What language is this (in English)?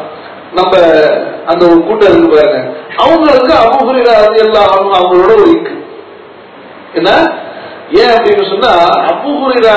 Tamil